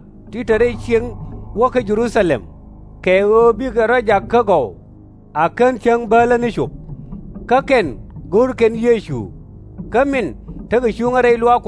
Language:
Nuer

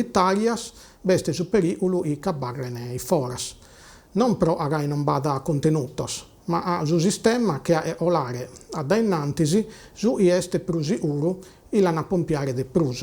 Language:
Sardinian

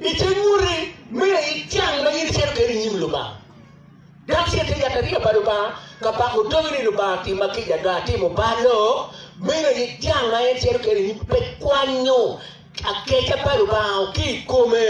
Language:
Acoli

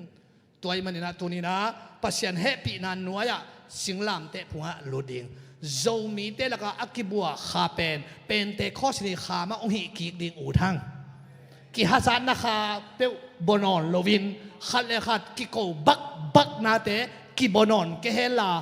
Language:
Tedim Chin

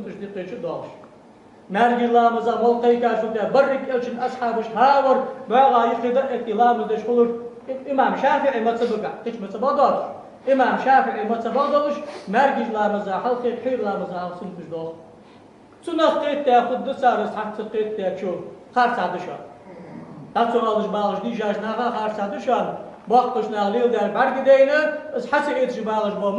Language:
Ingush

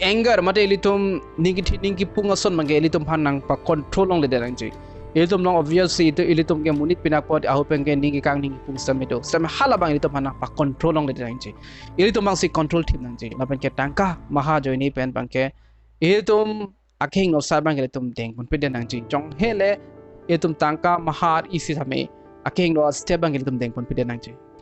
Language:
Karbi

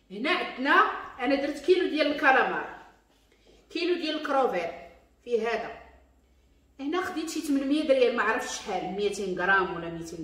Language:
Moroccan Arabic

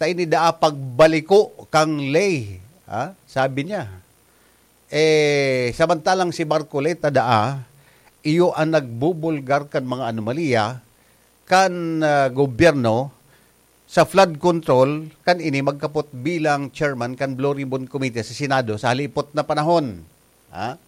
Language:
Bikol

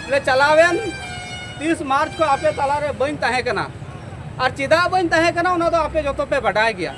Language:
Santali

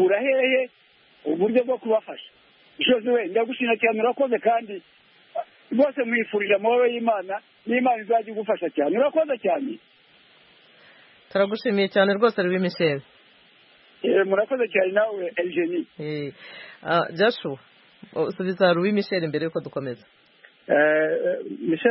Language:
Kinyarwanda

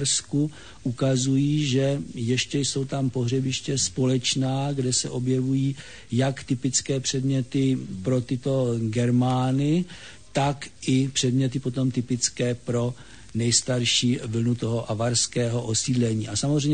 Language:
Czech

